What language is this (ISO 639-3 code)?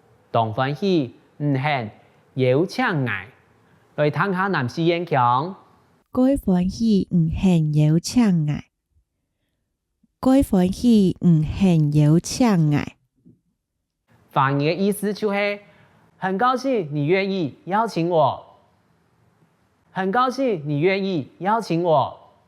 hak